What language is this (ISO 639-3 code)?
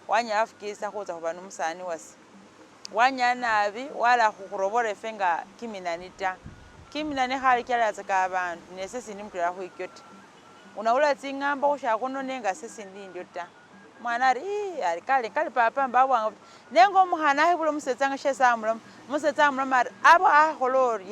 myx